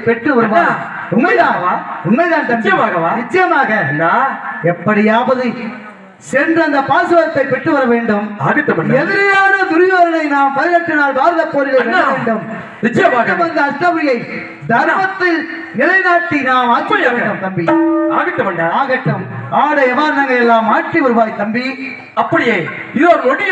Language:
Tamil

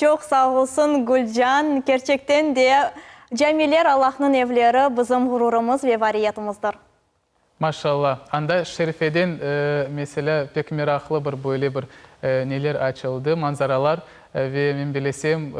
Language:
Crimean Tatar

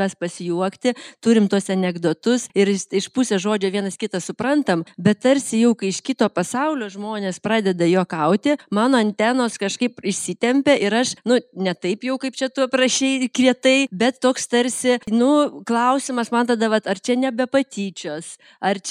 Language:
Lithuanian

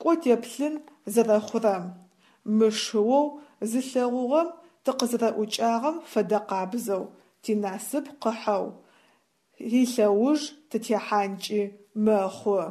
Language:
Adyghe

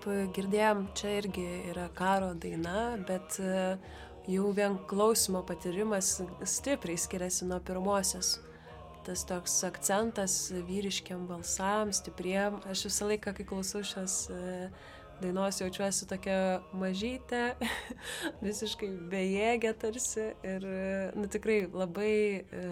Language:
Lithuanian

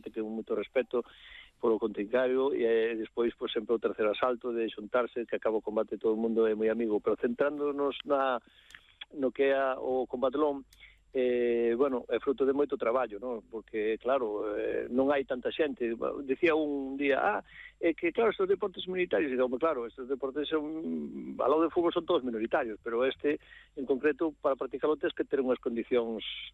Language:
Galician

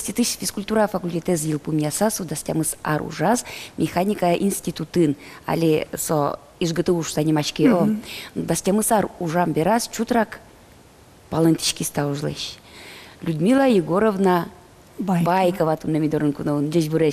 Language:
Udmurt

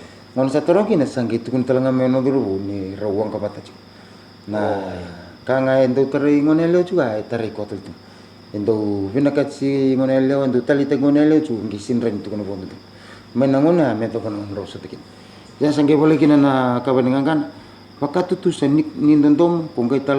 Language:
Fijian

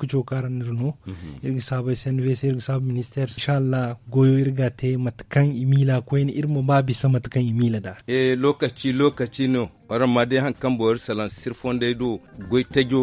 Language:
Zarma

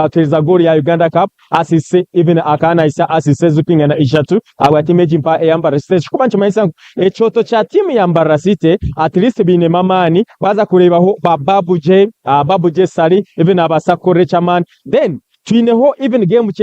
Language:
Nyankole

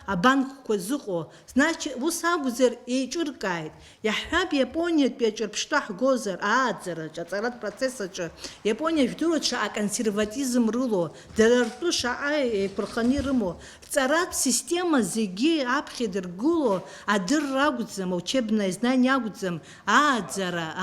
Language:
Abkhazian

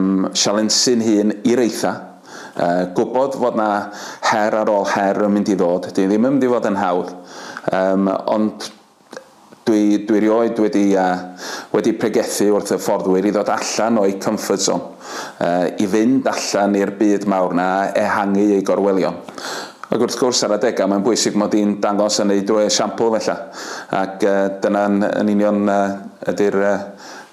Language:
Welsh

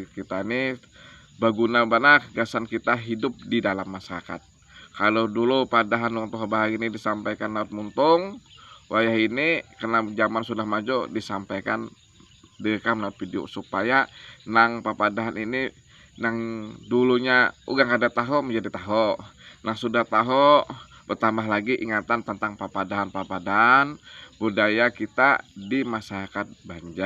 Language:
Banjar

